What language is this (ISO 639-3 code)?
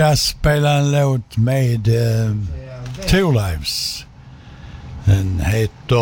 swe